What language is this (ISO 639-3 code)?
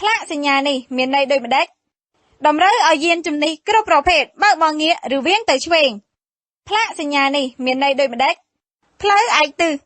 khm